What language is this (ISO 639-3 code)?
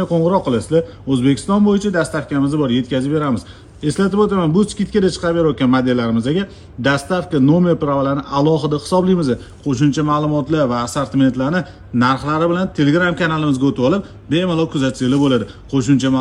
uzb